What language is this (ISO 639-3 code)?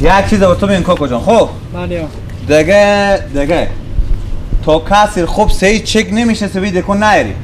fas